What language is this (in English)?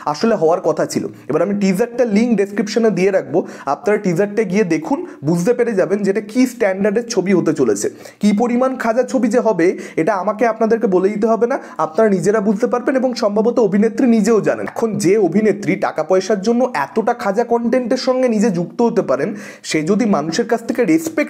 Bangla